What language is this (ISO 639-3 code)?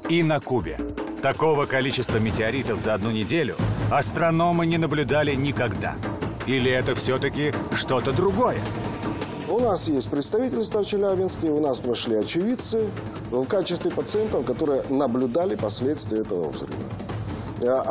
rus